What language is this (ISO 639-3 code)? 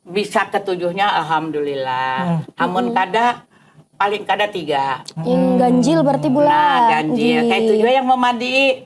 bjn